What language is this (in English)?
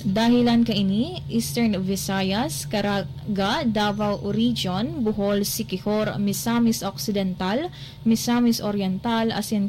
Bikol